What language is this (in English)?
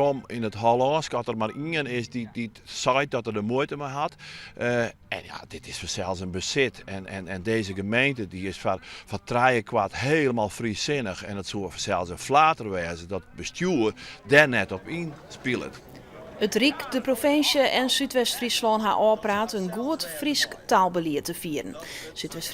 Western Frisian